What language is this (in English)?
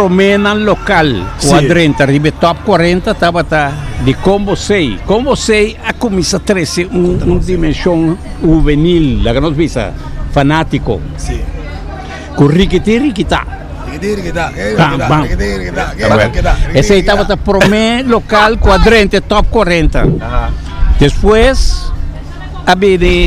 Papiamento